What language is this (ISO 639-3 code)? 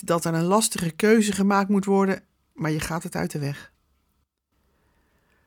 nld